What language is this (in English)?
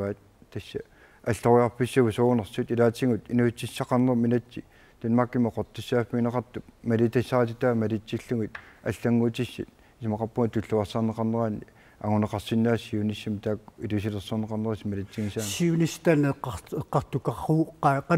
Kalaallisut